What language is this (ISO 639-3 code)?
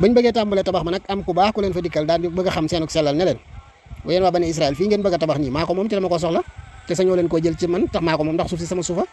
wol